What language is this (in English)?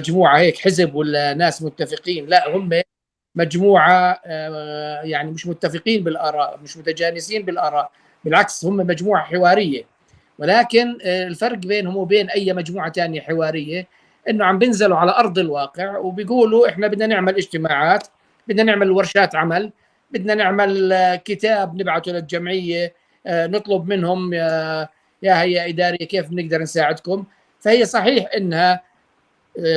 North Levantine Arabic